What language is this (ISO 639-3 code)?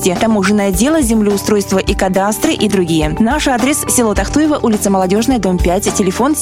rus